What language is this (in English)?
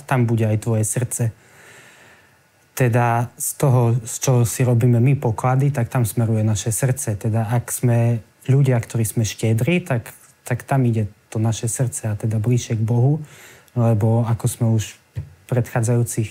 Slovak